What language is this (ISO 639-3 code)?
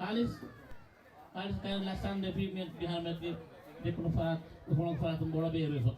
div